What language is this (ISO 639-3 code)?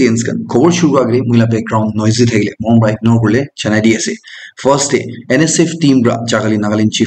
nag